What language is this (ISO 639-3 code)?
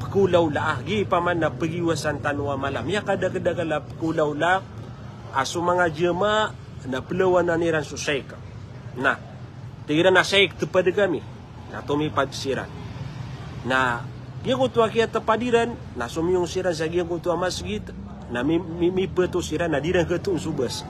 mrw